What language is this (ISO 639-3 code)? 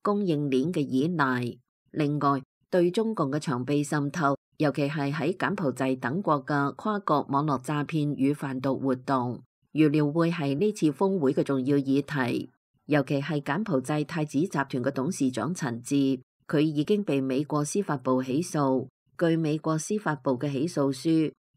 yue